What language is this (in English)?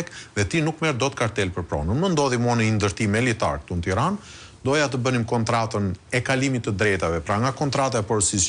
Albanian